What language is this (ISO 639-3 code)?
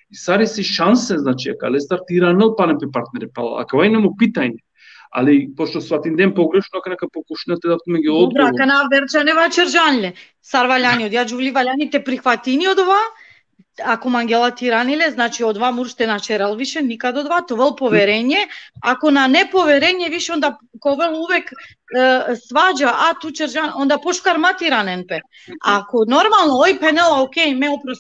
rmn